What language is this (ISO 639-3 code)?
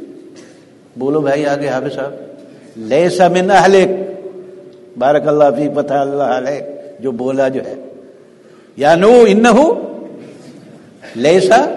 urd